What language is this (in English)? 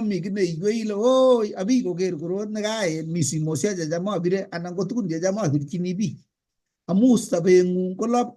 Kalenjin